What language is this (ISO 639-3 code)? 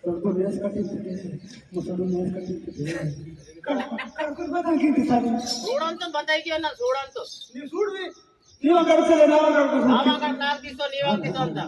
esg